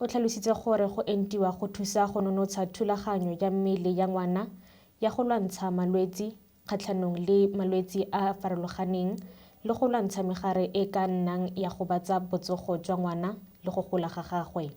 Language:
Tswana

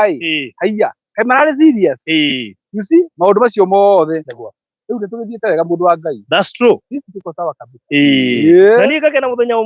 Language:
Kikuyu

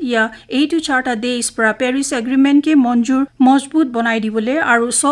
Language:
Naga Pidgin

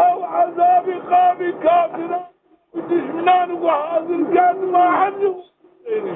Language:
Zaza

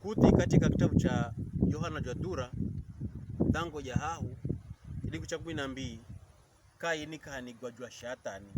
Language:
Pokomo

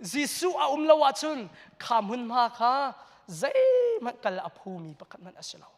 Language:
Hakha Chin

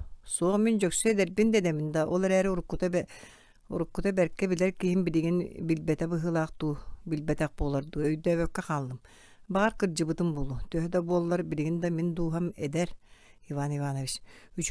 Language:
Yakut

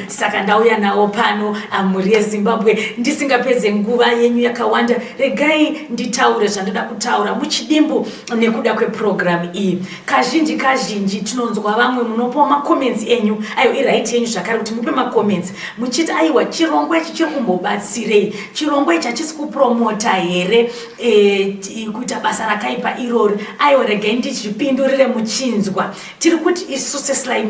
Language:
Shona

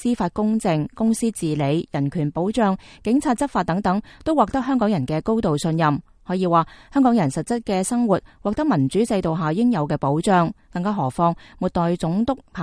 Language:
Cantonese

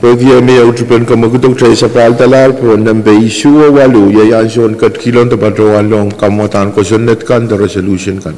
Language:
Pohnpeian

